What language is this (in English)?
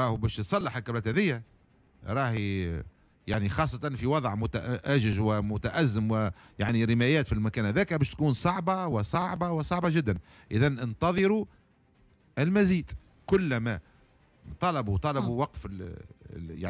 Tunisian Arabic